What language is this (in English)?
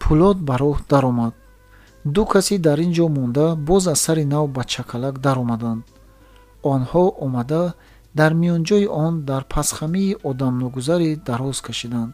Tajik